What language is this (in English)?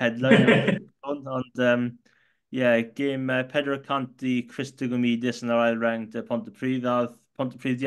Welsh